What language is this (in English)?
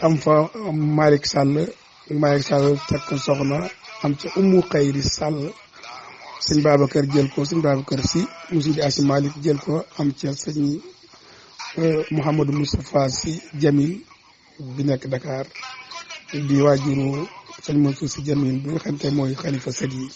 Wolof